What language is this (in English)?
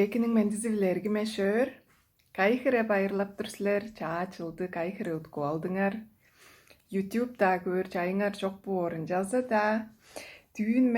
Tuvinian